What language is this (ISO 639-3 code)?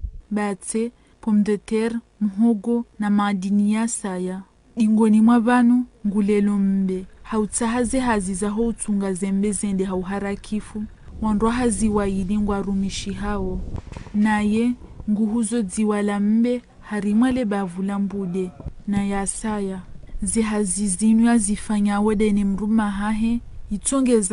zdj